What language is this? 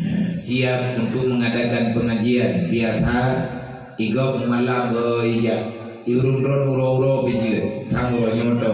Achinese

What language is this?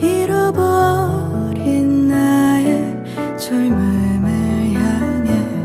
Korean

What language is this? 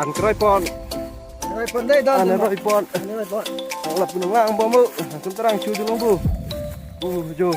Karbi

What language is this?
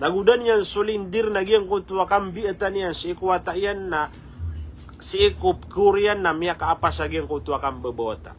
Maranao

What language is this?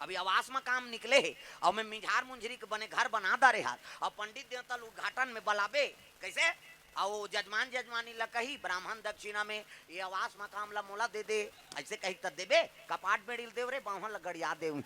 Chhattisgarhi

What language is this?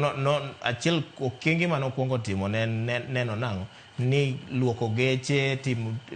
Luo (Kenya and Tanzania)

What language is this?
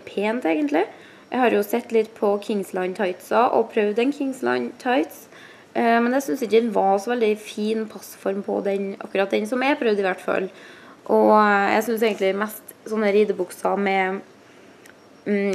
Norwegian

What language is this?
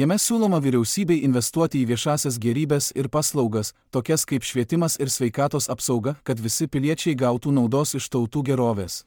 Lithuanian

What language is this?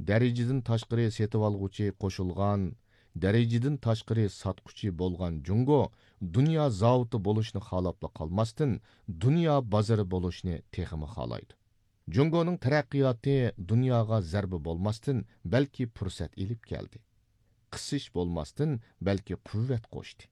Uyghur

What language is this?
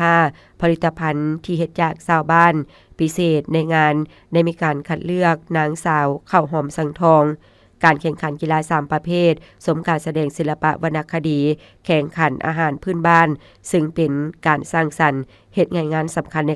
Lao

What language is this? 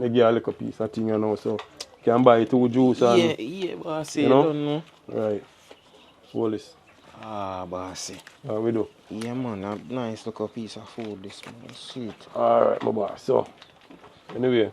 Jamaican Creole English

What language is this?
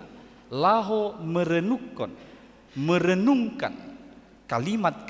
Batak Toba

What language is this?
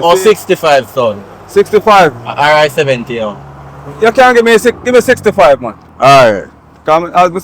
Jamaican Creole English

